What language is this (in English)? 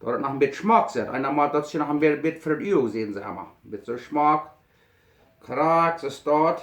Plautdietsch